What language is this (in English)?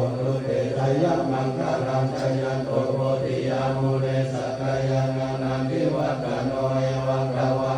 Pali